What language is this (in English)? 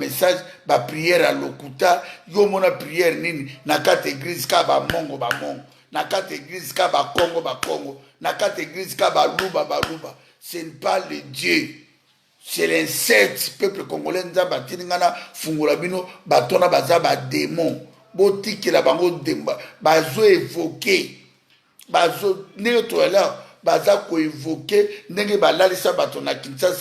Lingala